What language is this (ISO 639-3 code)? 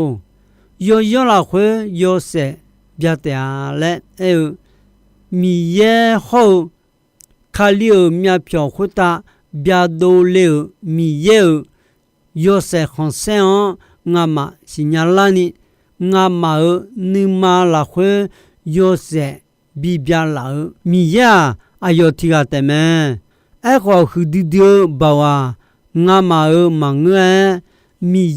ahk